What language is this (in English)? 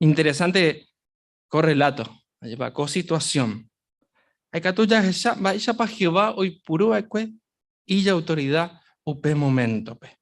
Guarani